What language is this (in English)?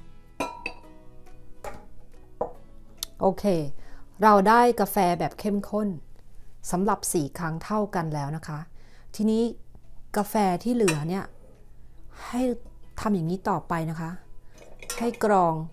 Thai